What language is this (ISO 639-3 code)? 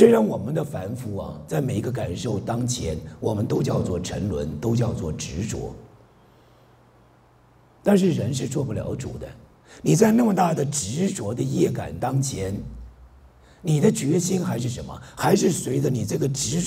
zho